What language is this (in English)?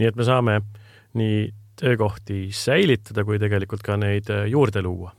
Estonian